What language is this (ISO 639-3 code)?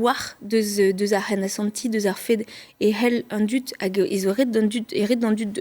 bre